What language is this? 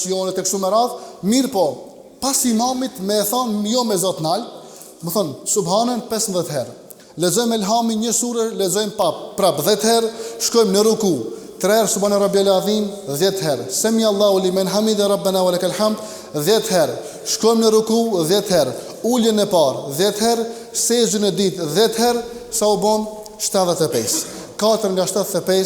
Albanian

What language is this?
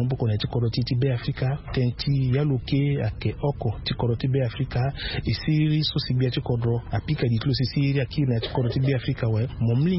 Sango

